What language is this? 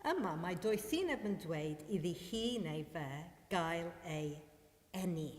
Welsh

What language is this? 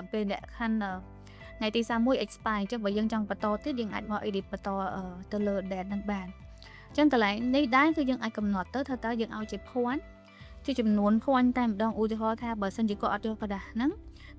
Khmer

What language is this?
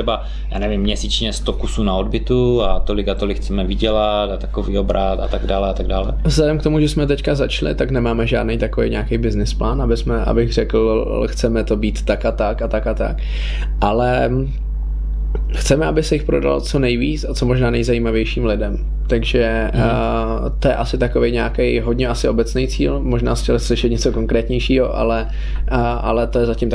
Czech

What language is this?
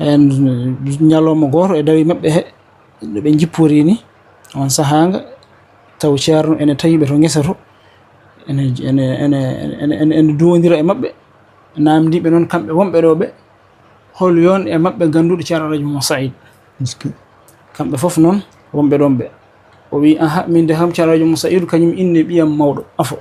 Fula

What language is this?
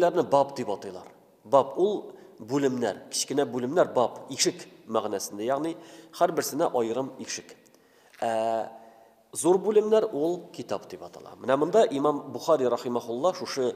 Tatar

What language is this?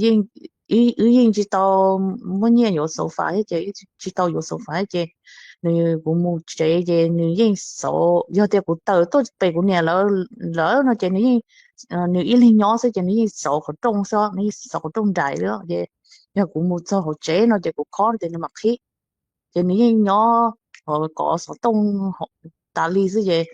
Hmong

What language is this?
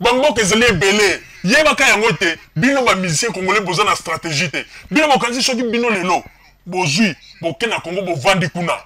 Lingala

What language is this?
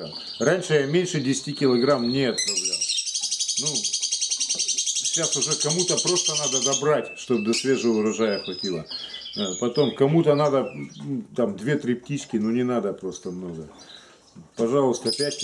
Russian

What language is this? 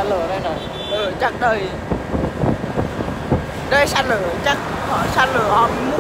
Vietnamese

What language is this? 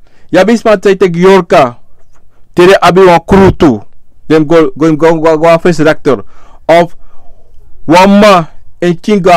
Sranan Tongo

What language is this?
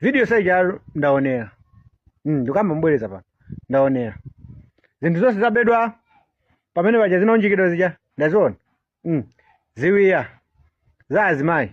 Nyanja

